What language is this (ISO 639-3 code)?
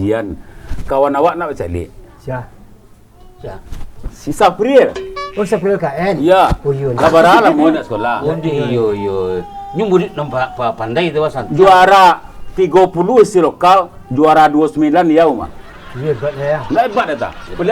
min